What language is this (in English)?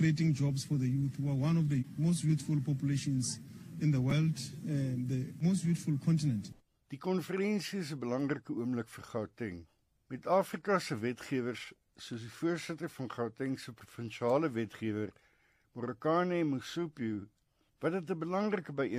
Afrikaans